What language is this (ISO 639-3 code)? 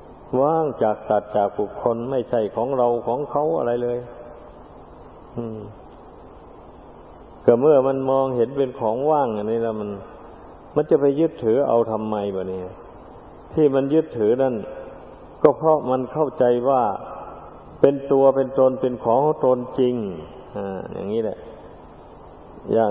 tha